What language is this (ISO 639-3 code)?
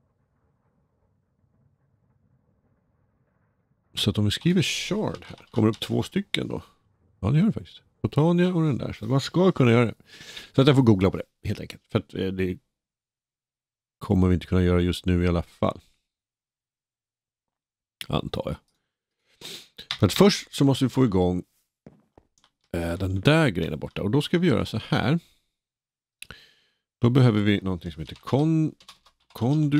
swe